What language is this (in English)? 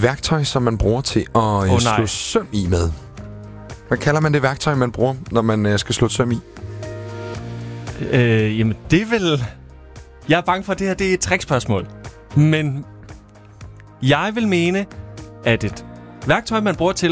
Danish